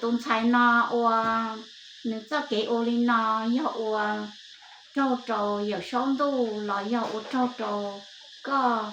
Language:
Hmong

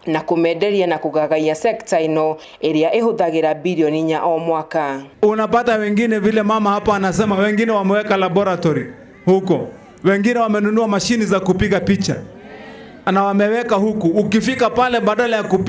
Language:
Kikuyu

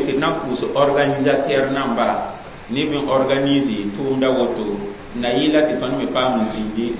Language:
Mossi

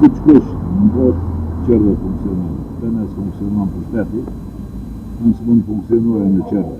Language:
Albanian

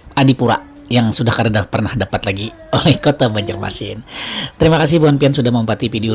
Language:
Banjar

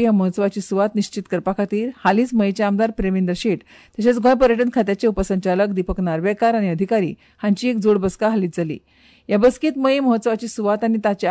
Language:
Konkani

